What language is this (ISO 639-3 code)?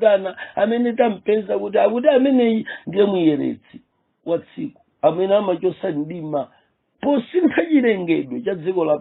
nya